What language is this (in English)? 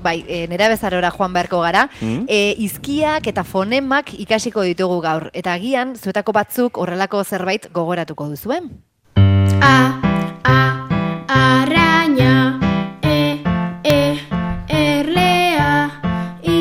Basque